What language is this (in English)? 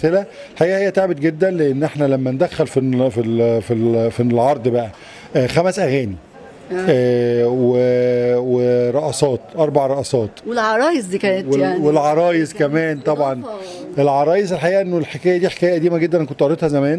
Egyptian Arabic